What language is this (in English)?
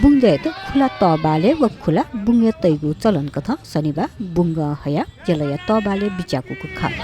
Newari